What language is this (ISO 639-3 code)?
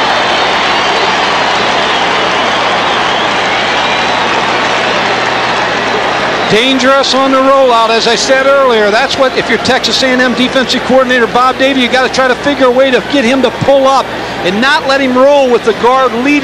eng